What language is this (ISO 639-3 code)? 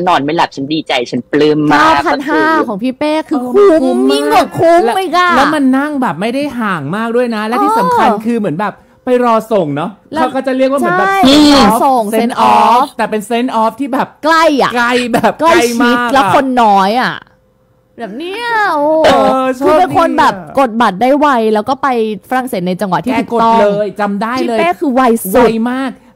tha